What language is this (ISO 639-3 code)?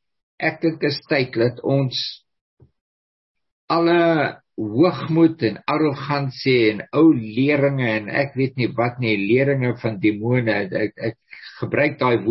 afr